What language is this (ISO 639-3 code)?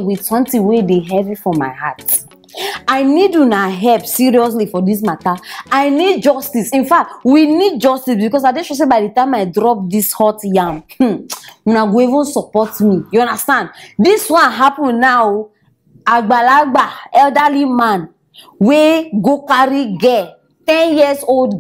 pcm